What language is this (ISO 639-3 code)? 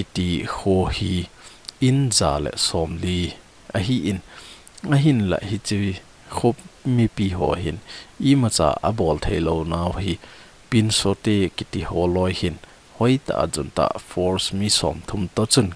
tcz